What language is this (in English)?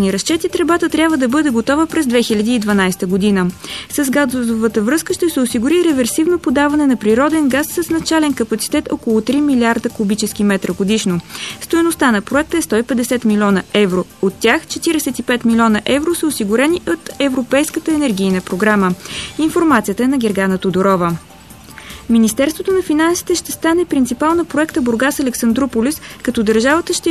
Bulgarian